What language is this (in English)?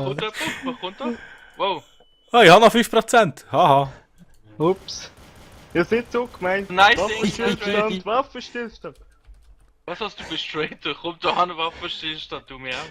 Swiss German